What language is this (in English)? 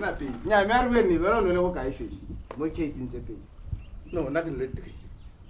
Tswana